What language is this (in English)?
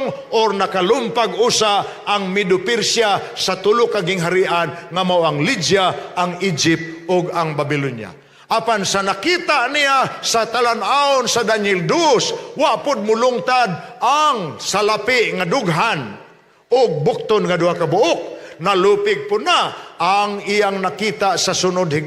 Cebuano